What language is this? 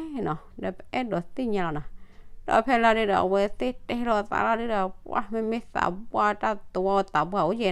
S'gaw Karen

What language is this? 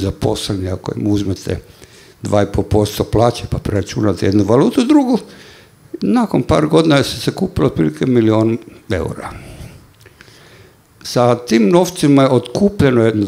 Croatian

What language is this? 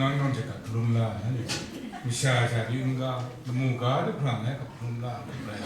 Kachin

